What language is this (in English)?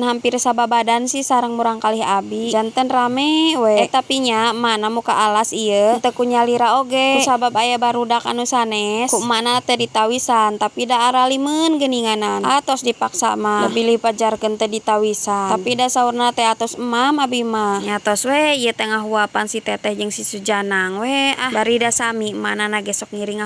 Sundanese